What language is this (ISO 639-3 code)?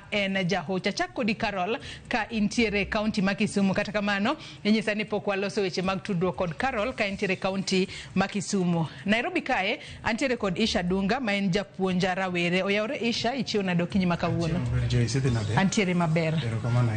luo